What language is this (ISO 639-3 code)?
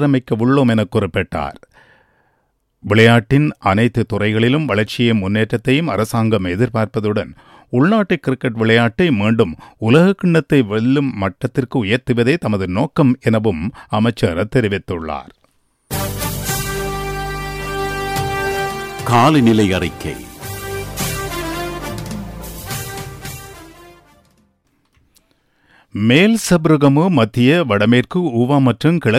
tam